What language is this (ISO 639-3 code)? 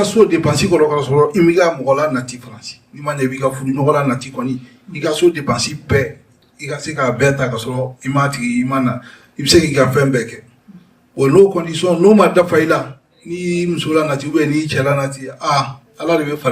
bam